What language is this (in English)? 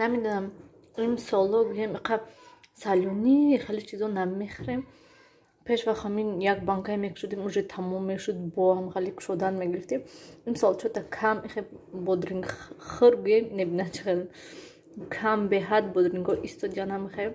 Tajik